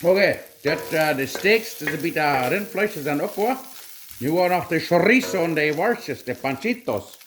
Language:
Plautdietsch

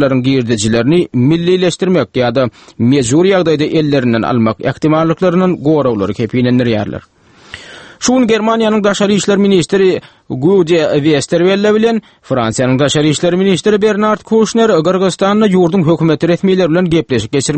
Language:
Turkmen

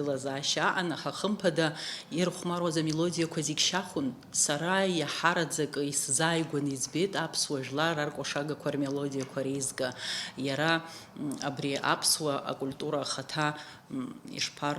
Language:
Abkhazian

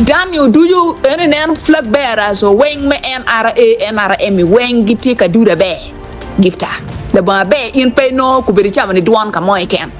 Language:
Acoli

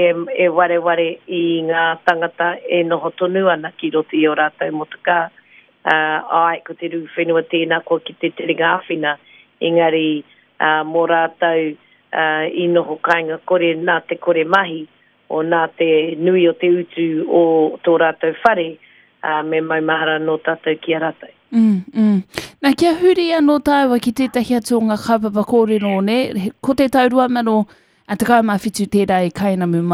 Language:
Māori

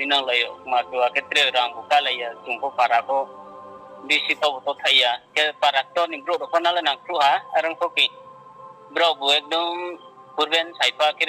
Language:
Riang (India)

